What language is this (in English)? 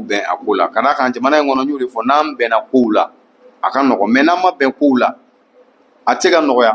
Bambara